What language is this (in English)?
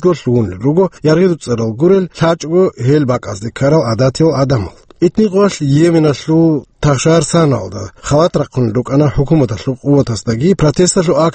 Avaric